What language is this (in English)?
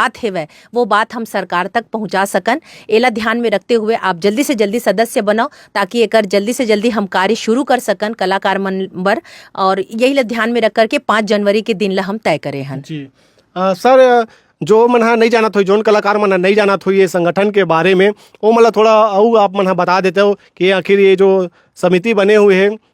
Chhattisgarhi